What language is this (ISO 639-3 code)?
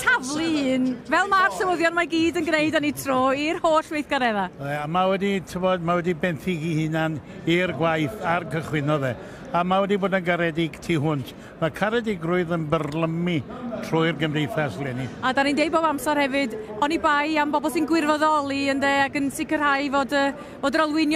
cym